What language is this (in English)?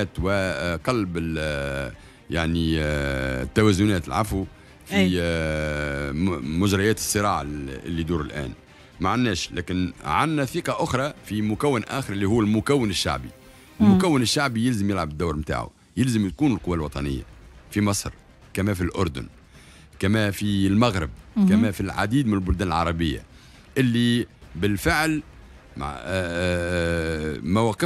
Tunisian Arabic